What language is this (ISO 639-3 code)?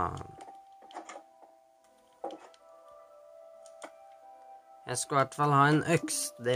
nor